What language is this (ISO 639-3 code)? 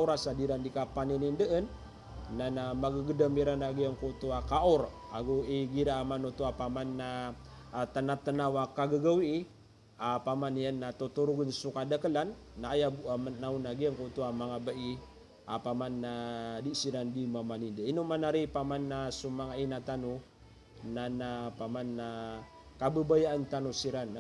mrw